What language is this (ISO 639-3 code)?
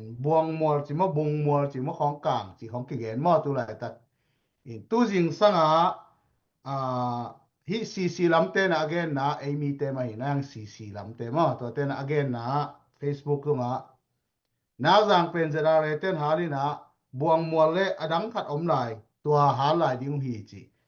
ctd